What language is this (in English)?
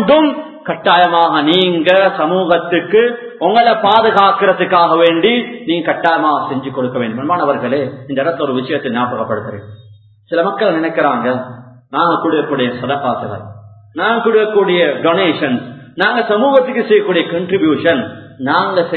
Tamil